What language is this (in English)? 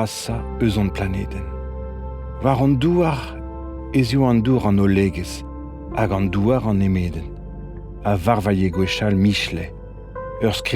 Breton